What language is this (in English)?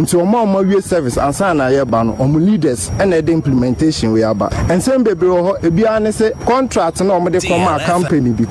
Akan